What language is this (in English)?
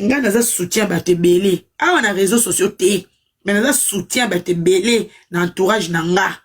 Lingala